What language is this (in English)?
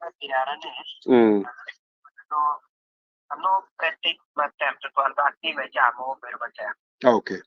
Acoli